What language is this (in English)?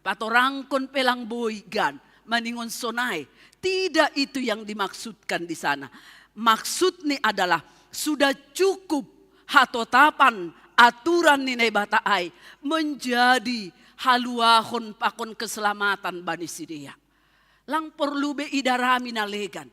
Batak Simalungun